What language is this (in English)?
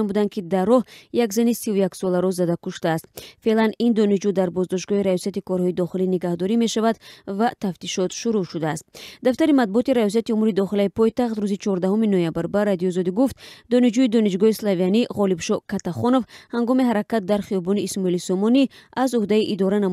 Tajik